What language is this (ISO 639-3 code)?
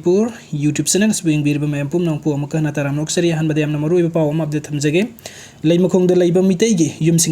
mni